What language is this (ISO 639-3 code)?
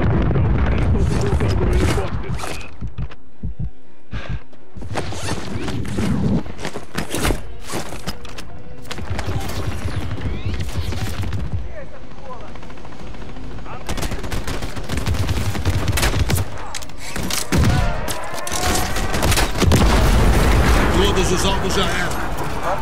por